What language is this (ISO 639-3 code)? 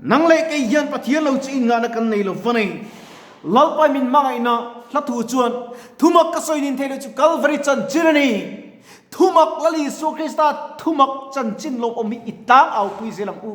lus